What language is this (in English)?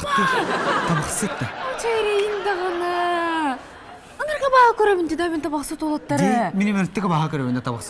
Yakut